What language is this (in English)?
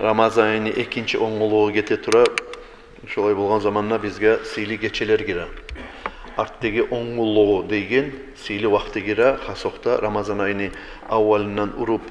Kumyk